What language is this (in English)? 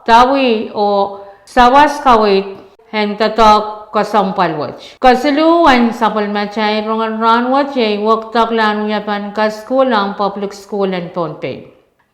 Pohnpeian